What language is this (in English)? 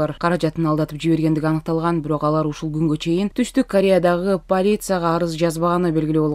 Kyrgyz